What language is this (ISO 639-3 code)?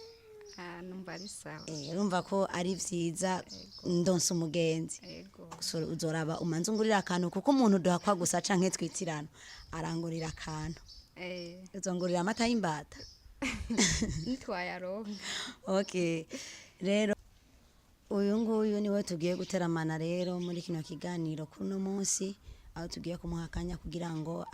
run